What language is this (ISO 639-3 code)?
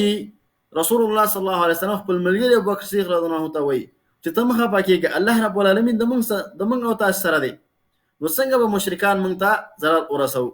pus